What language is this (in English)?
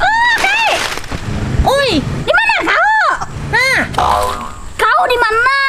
Banjar